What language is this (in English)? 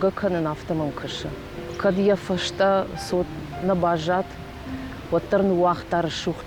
Ossetic